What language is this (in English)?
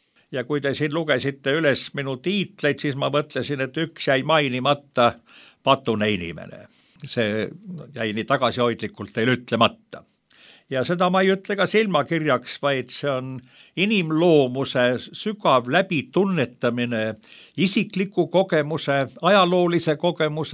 Estonian